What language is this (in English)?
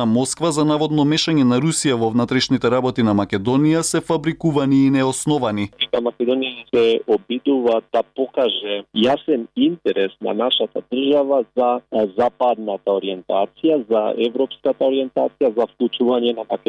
Macedonian